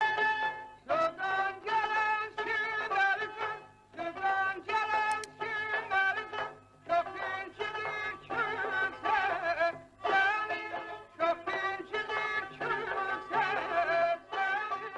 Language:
South Azerbaijani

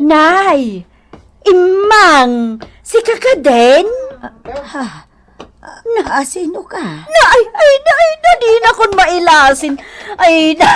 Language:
Iloko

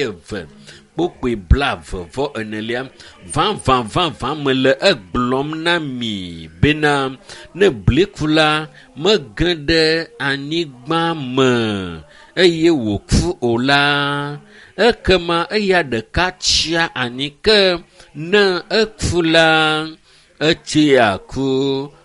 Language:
Ewe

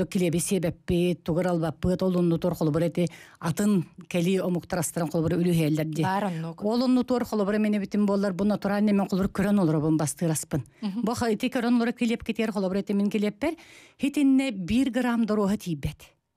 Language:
Yakut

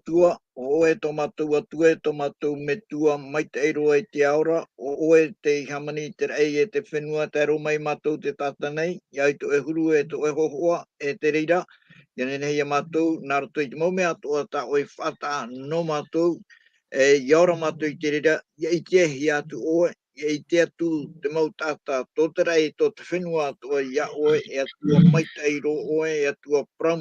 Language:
Tahitian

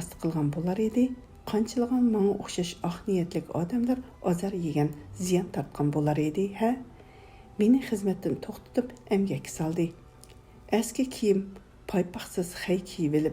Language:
Uyghur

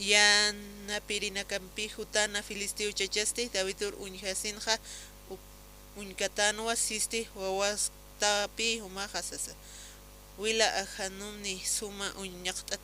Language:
Aymara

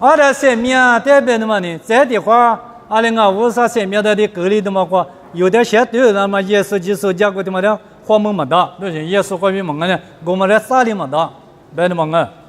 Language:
Lisu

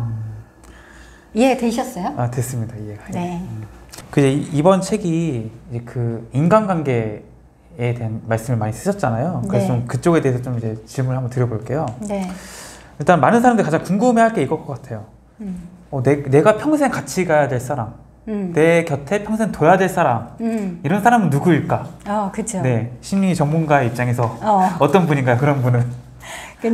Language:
Korean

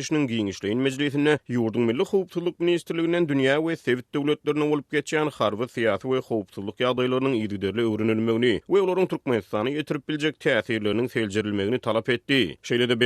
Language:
Turkmen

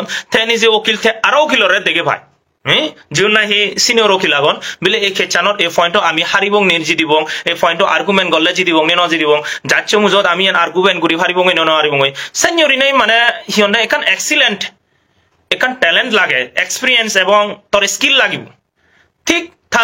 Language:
Chakma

